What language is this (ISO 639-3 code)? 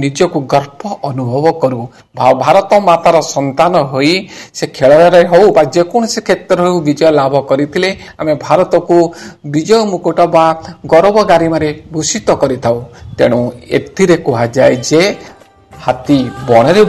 ori